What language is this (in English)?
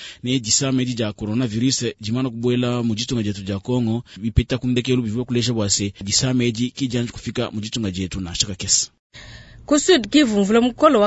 Luba-Lulua